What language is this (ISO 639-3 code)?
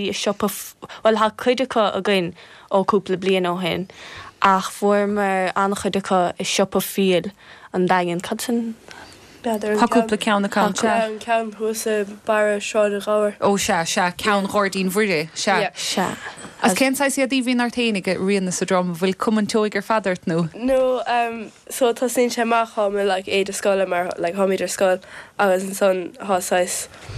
gle